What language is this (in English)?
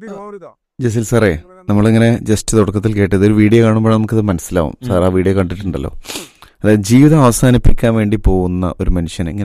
Malayalam